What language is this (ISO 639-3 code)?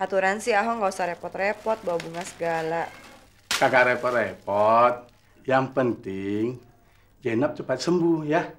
bew